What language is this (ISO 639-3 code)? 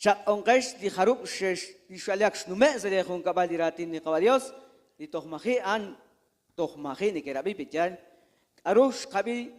kek